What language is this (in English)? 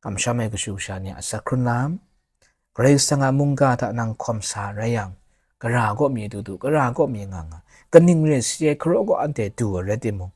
Kachin